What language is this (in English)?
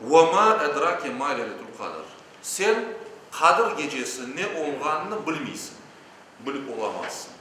Crimean Tatar